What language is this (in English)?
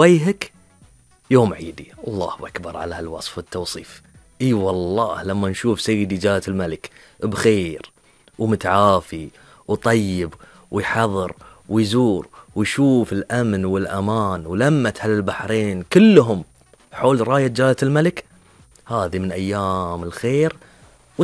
Gulf Arabic